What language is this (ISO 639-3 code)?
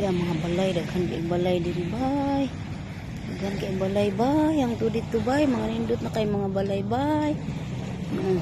ceb